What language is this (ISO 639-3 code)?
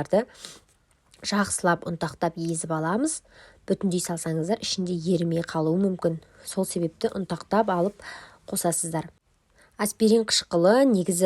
kaz